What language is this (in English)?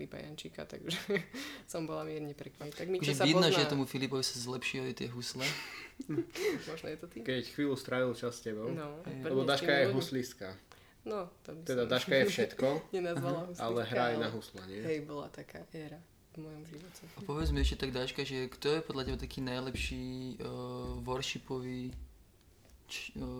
Slovak